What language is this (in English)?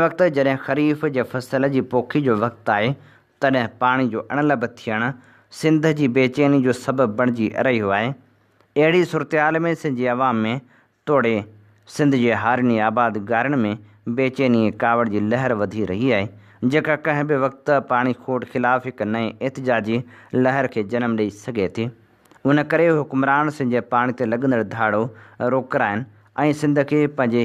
Sindhi